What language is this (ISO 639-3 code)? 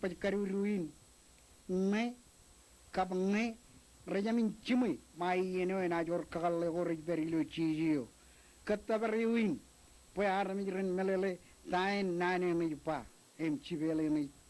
mah